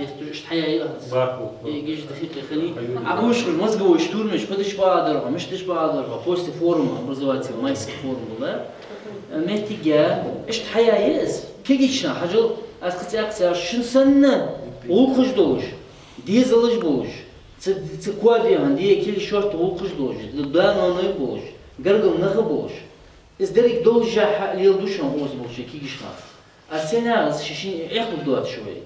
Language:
Ingush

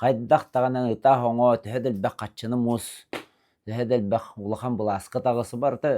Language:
Yakut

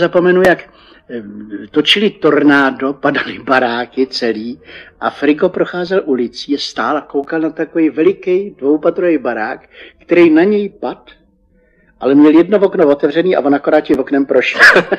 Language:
Czech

